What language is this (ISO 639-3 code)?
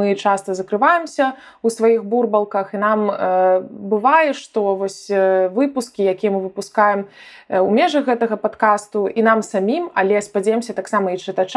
bel